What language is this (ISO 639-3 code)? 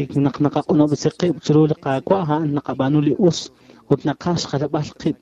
kek